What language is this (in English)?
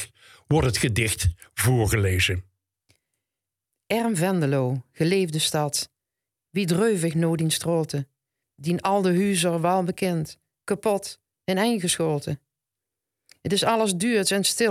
Dutch